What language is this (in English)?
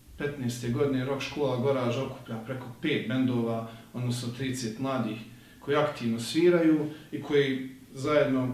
Bosnian